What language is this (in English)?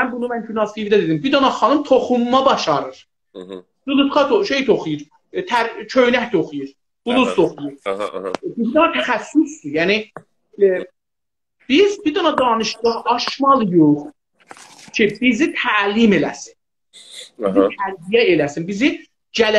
South Azerbaijani